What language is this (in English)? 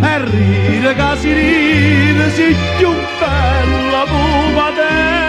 Neapolitan